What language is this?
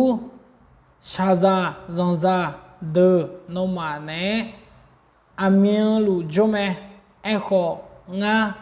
Akha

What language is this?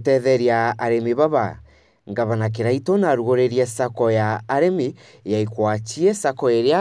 Meru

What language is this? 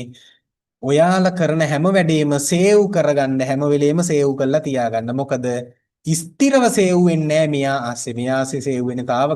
Sinhala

